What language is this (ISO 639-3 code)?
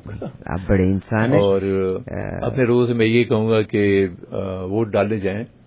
urd